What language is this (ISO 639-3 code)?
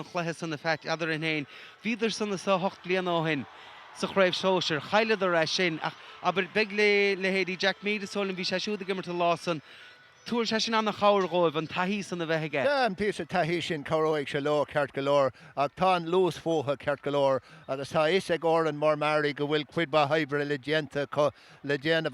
gle